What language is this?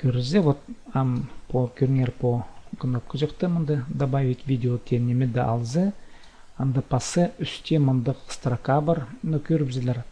Khakas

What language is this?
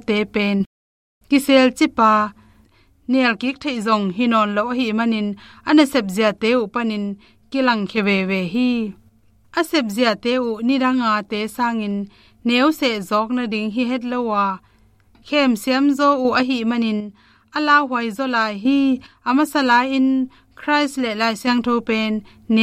Tedim Chin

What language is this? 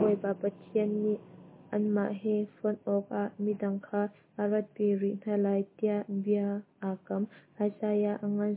Hakha Chin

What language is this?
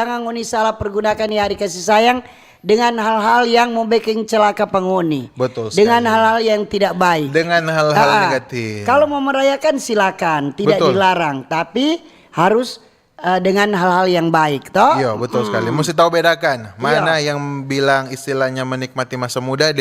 Manado Malay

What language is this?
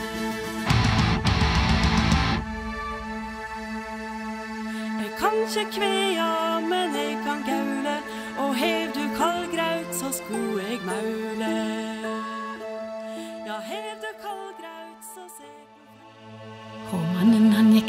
Norwegian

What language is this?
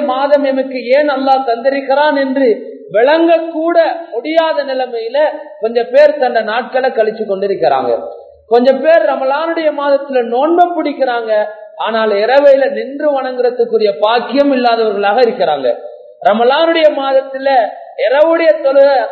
Tamil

